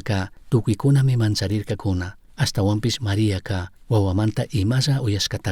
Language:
Chimborazo Highland Quichua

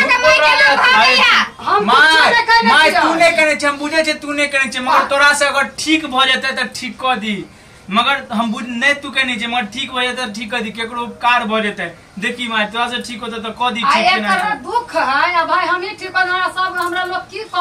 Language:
Maithili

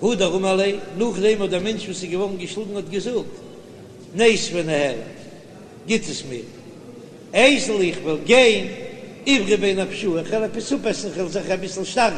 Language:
Yiddish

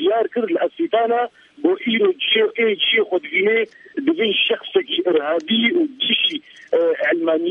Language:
Kurdish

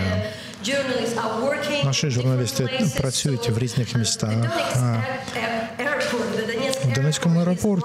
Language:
Ukrainian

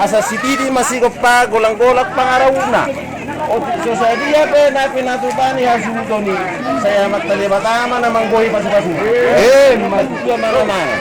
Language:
Batak Toba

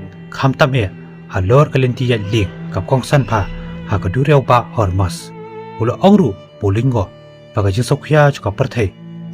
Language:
Khasi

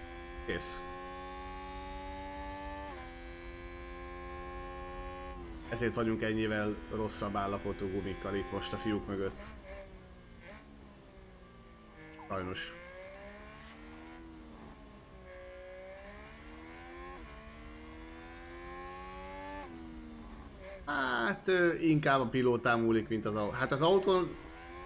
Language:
Hungarian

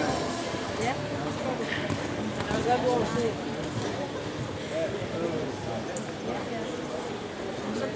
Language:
Danish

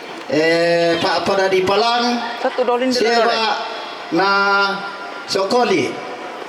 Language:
Toraja-Sa'dan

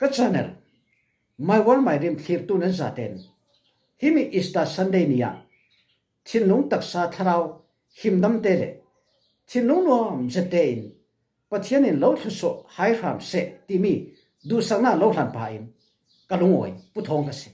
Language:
Falam Chin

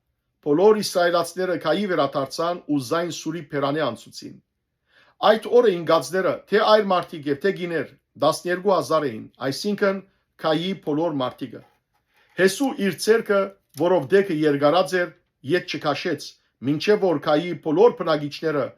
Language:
Western Armenian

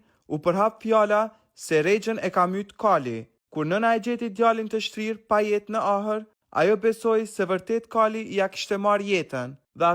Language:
Albanian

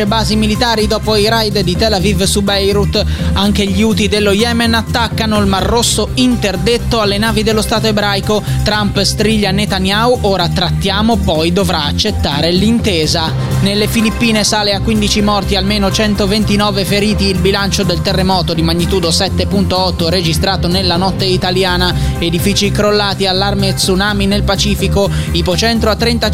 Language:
Italian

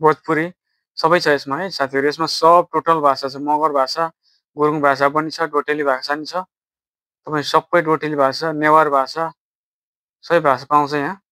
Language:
Nepali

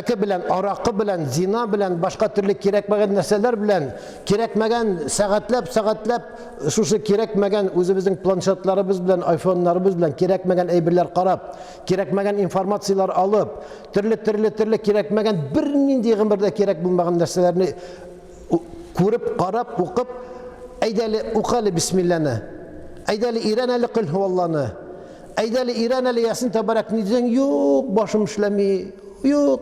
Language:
Tatar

